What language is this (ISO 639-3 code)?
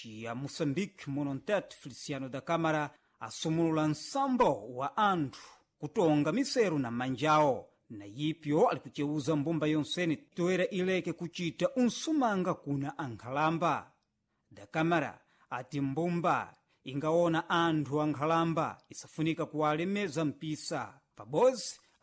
seh